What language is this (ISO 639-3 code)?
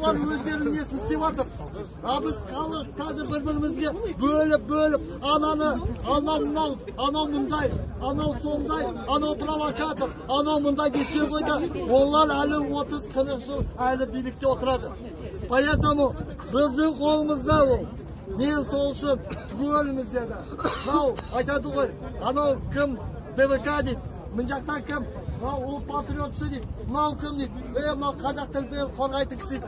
kaz